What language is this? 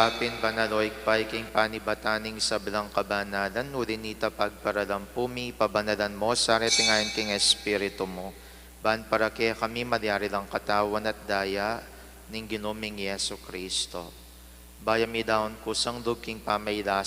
Pampanga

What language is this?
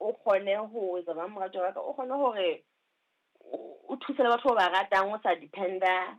Southern Sotho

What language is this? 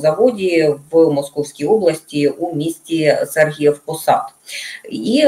Ukrainian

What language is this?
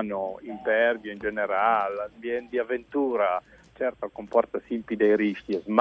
Friulian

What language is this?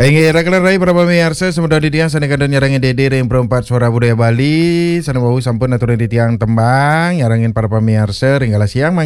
Balinese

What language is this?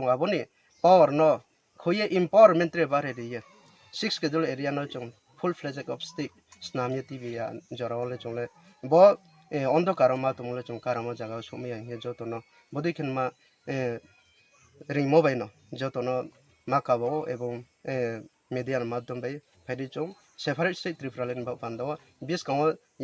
Kok Borok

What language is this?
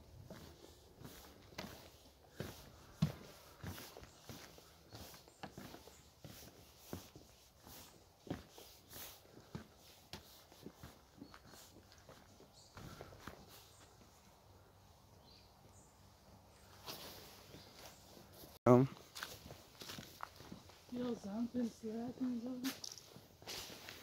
Dutch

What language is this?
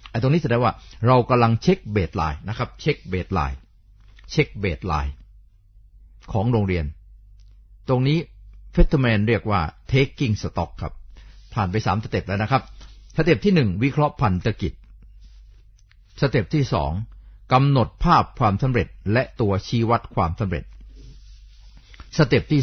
Thai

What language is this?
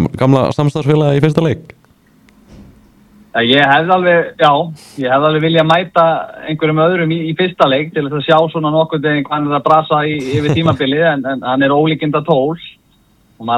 Icelandic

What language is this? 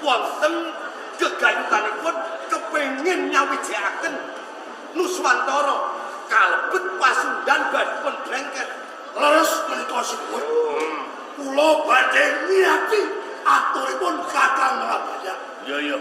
Javanese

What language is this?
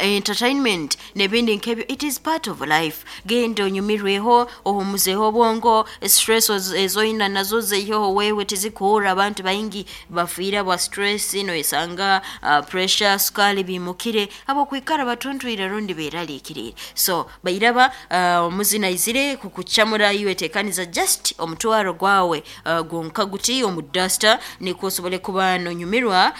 Nyankole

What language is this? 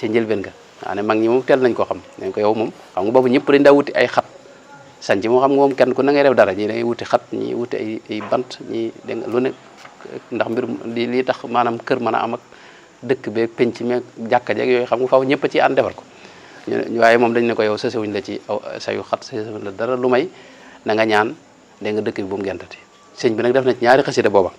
Wolof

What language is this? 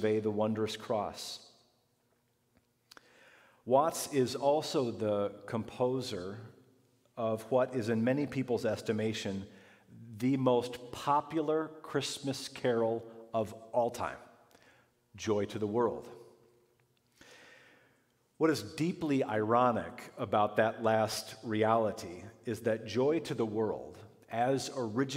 English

